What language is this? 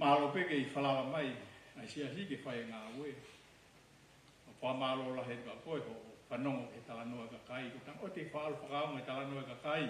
Tongan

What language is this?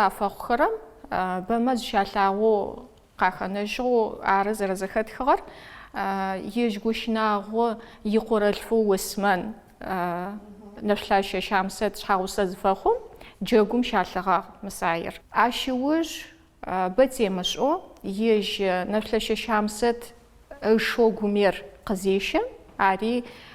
Adyghe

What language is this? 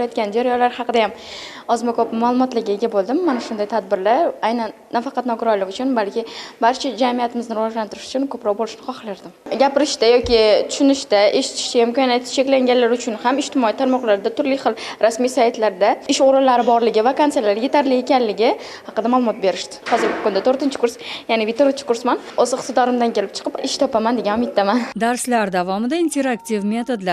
Uzbek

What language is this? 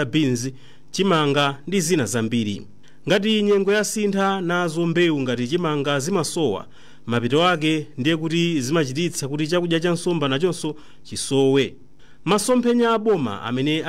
Nyanja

